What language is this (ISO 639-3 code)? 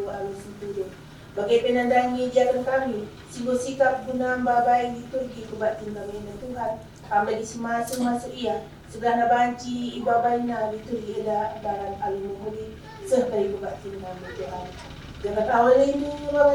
btx